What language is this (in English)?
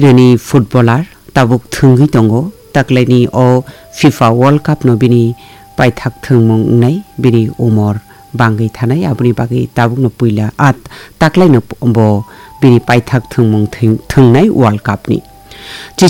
Kok Borok